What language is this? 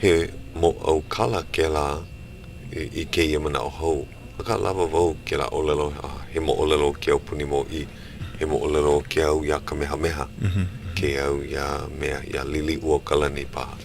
Hawaiian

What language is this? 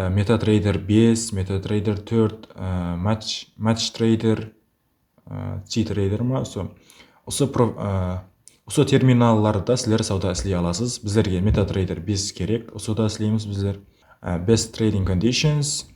Kara-Kalpak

